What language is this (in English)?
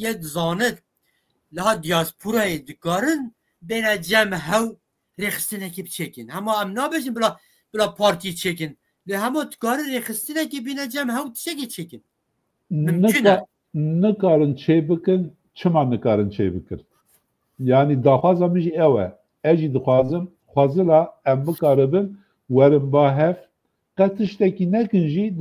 Kurdish